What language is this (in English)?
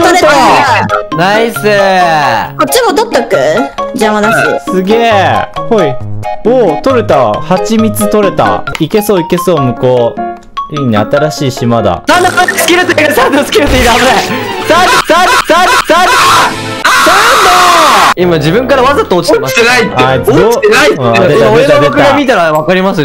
Japanese